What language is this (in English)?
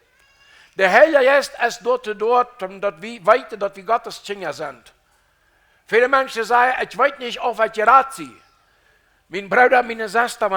Plautdietsch